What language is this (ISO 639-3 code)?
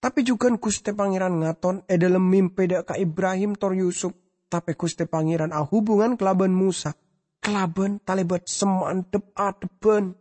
mad